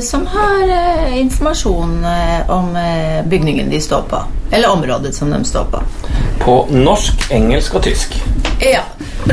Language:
Norwegian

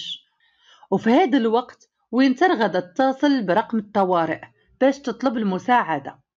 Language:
Moroccan Arabic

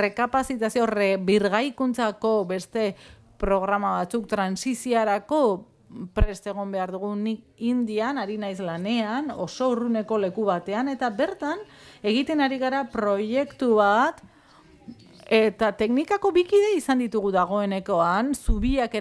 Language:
Basque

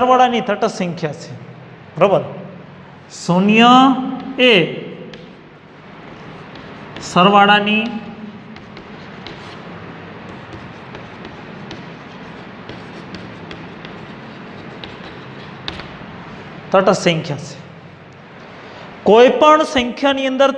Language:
Gujarati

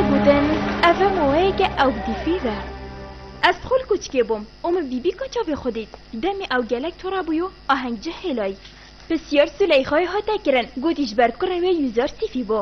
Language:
Kurdish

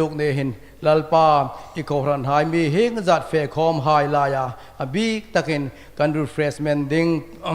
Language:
Hmar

